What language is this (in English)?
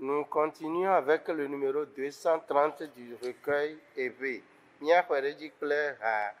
Ewe